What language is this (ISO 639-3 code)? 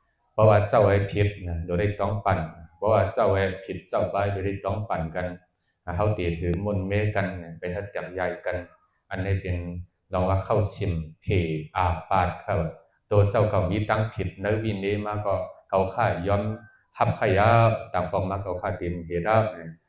shn